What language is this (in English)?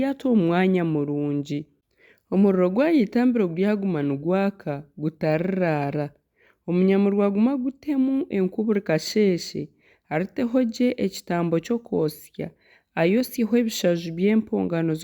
Nyankole